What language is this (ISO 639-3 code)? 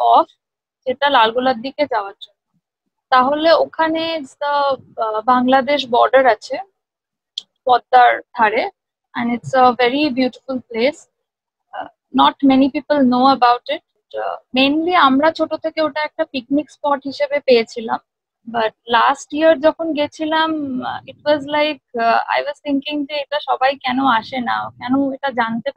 ben